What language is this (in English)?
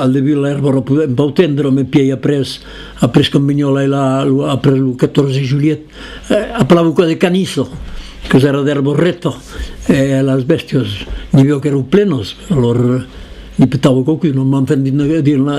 Occitan